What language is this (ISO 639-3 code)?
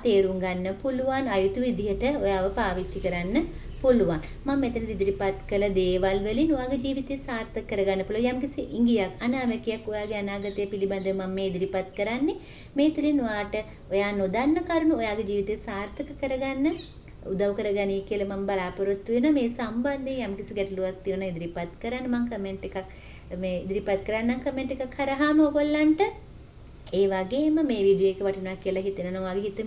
sin